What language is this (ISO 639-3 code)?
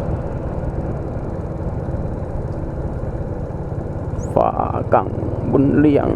lao